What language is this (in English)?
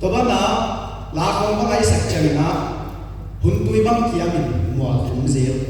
Paite Chin